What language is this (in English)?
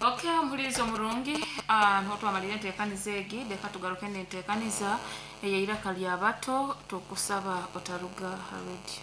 Nyankole